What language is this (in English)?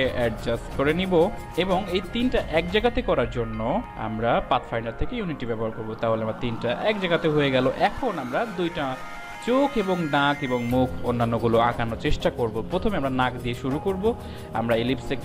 Bangla